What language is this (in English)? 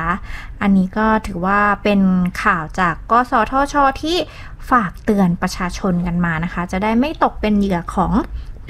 Thai